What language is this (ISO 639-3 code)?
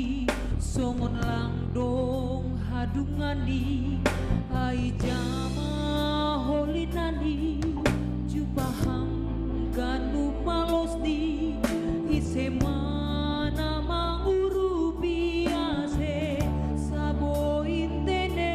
bts